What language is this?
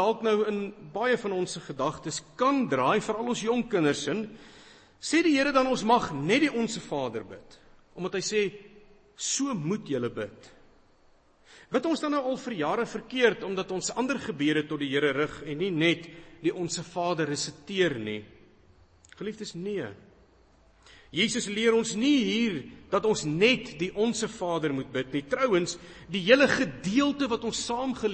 Afrikaans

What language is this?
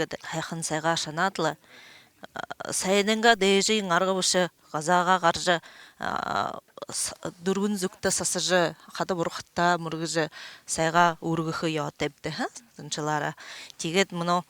Buriat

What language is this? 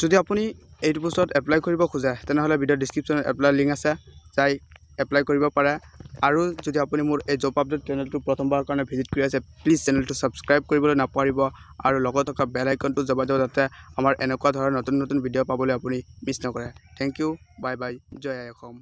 Assamese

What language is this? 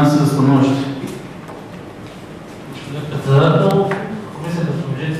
Bulgarian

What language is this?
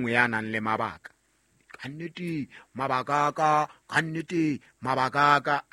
Southern Sotho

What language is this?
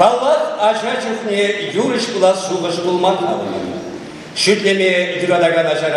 Chuvash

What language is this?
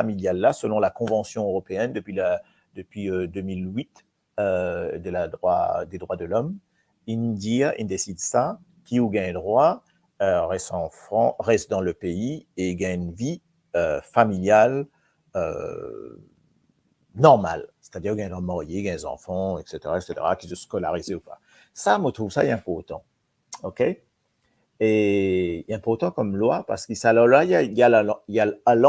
Morisyen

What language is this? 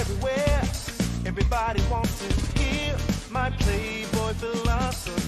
Welsh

